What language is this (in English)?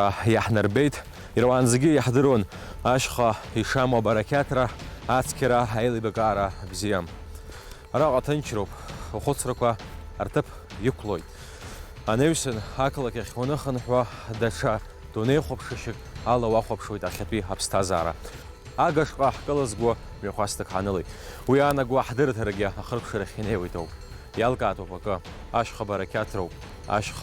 Abkhazian